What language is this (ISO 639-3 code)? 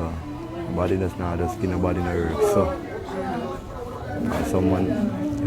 jam